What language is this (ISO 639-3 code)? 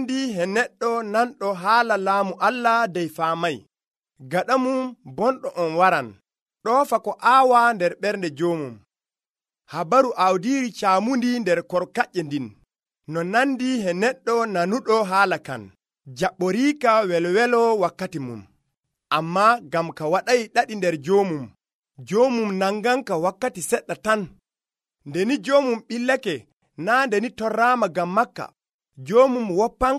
fuv